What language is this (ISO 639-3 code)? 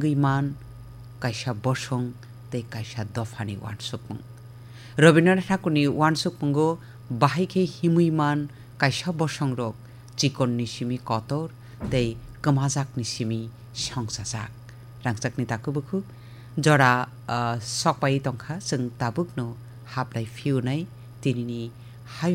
trp